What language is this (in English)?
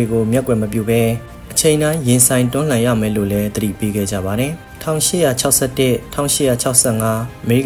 Burmese